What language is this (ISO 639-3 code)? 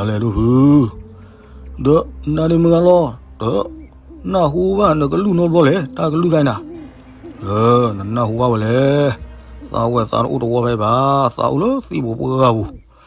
ksw